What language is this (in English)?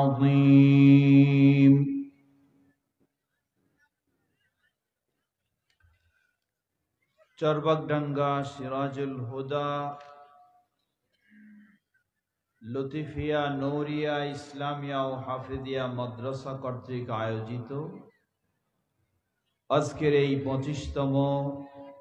Bangla